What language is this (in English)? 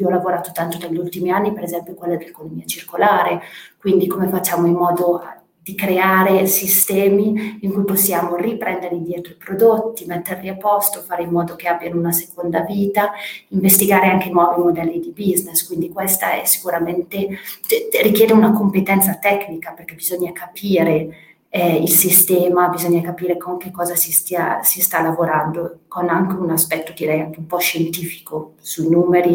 Italian